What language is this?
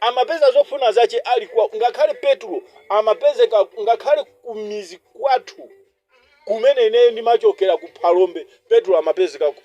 Nyanja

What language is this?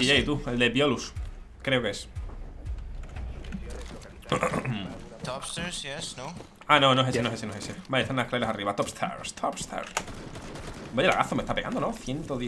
Spanish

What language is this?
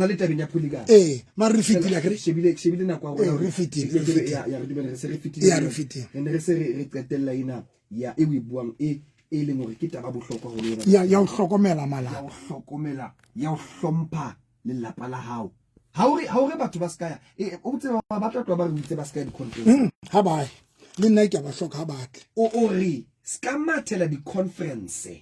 Southern Sotho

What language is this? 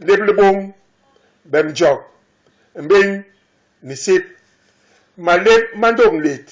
Basaa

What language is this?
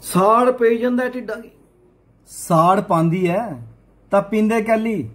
Dogri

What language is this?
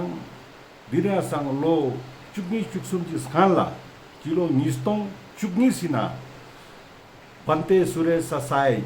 Ladakhi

